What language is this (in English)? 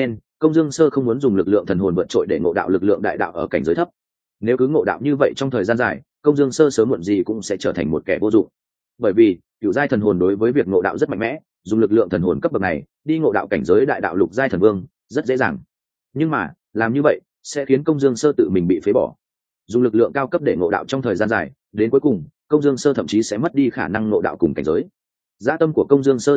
Vietnamese